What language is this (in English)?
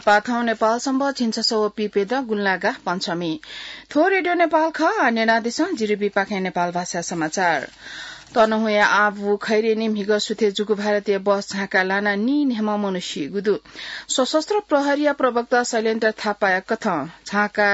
Newari